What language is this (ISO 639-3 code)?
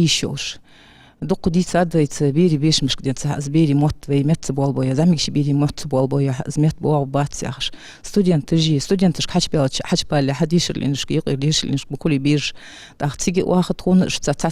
inh